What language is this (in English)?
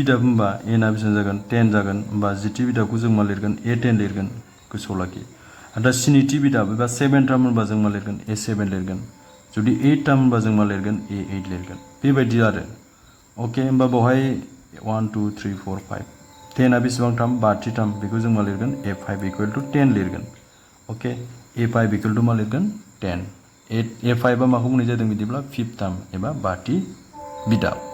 Bodo